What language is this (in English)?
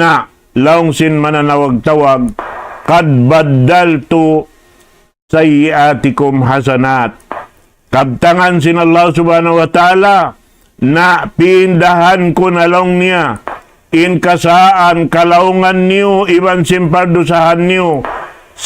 Tausug